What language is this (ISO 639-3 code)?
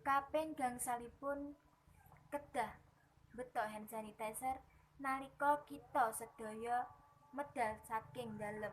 jav